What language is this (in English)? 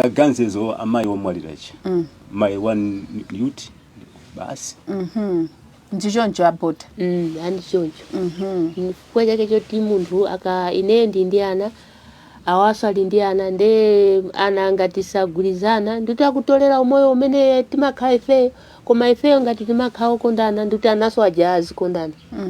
Nyanja